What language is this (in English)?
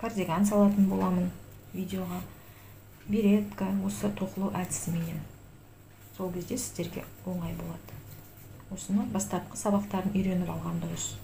Kazakh